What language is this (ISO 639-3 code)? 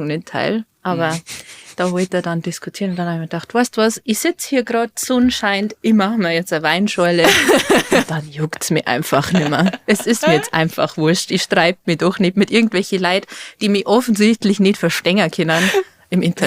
bar